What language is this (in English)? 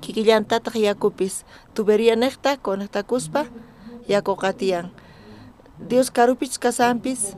South Bolivian Quechua